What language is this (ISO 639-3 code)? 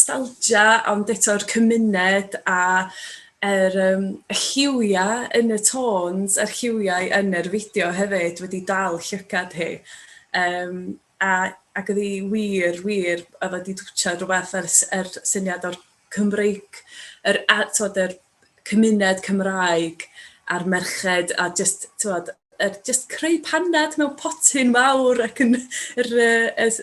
cym